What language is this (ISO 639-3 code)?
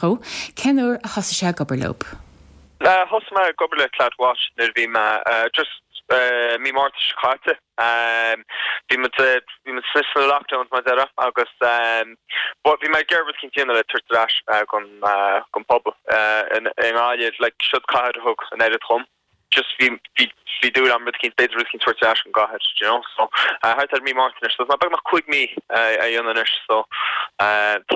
gle